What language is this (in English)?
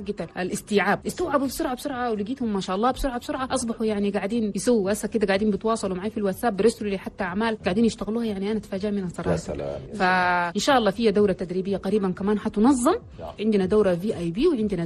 Chadian Arabic